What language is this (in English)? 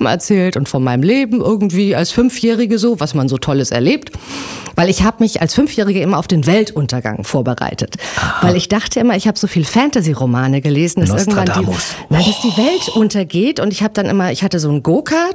German